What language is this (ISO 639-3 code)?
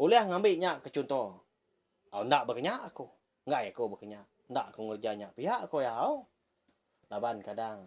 iba